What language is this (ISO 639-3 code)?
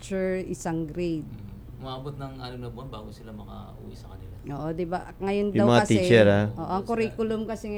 fil